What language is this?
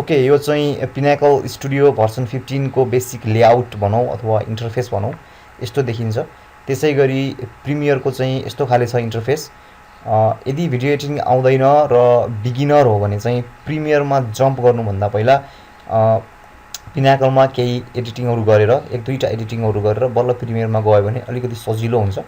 Nepali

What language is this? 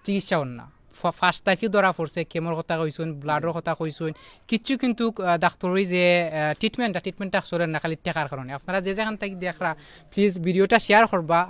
Sylheti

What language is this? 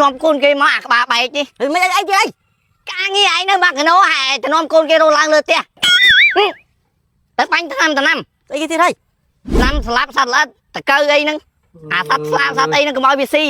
Khmer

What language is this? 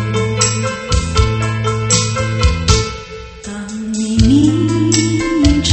Chinese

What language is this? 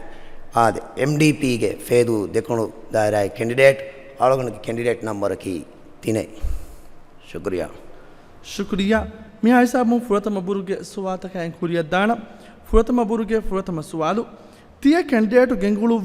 Divehi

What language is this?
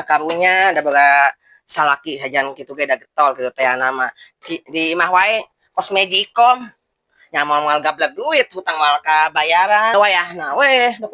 Sundanese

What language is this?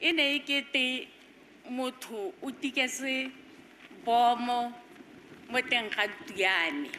Tswana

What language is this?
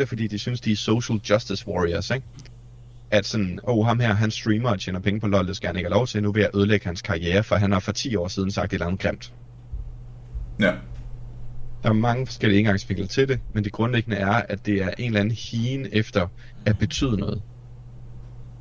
Danish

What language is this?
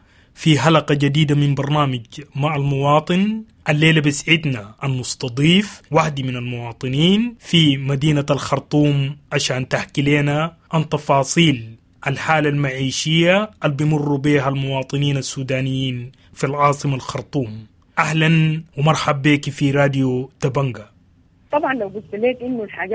Sudanese Arabic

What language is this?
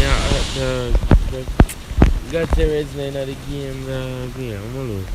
Jamaican Creole English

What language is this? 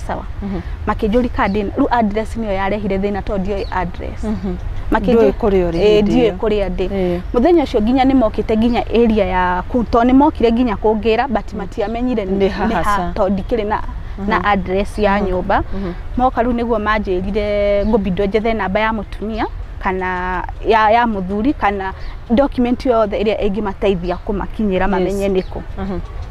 Kikuyu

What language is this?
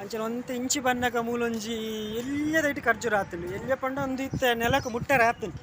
Tulu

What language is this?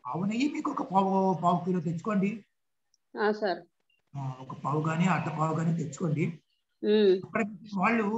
Telugu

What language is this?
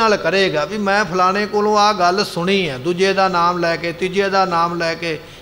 Punjabi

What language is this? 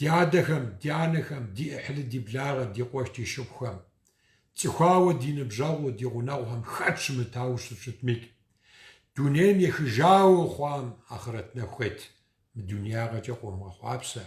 Kabardian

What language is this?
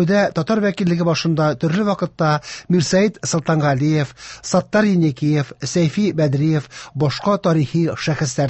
Tatar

